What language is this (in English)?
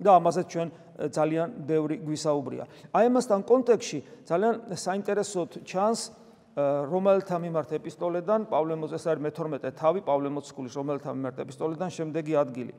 Georgian